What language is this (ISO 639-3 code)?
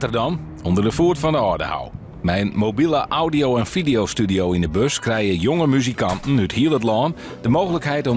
fry